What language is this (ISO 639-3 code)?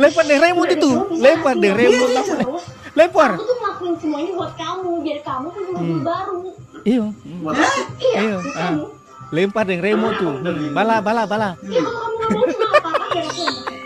abs